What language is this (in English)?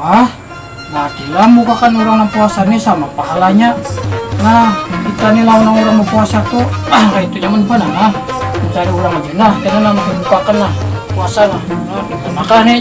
Banjar